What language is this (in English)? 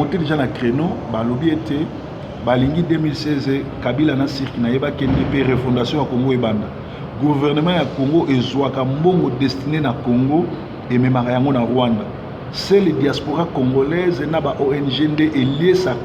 Lingala